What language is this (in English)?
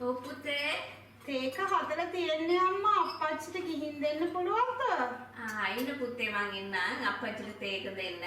Sinhala